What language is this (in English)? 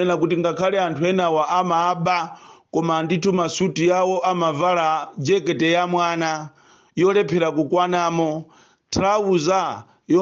Nyanja